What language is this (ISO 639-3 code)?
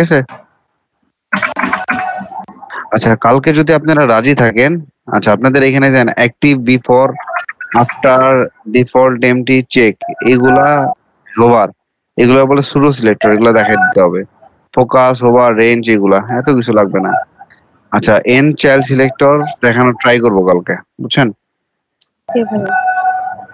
ben